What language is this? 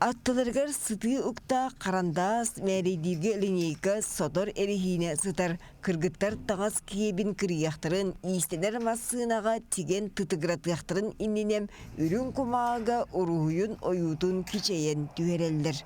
Yakut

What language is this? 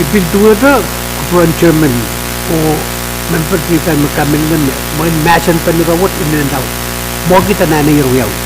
Pohnpeian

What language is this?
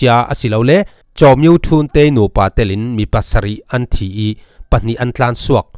Falam Chin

